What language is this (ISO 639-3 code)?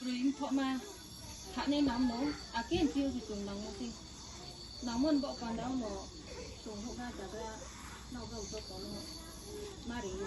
ria